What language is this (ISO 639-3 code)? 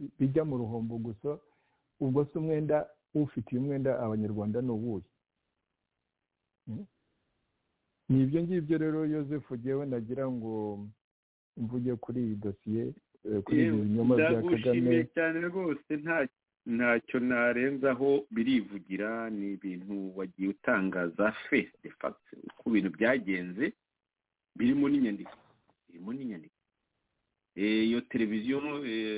kin